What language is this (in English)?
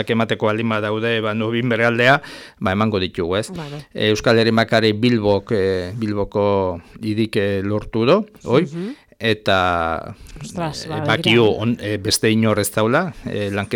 Basque